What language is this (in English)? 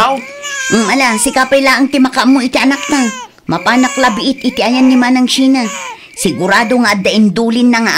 Iloko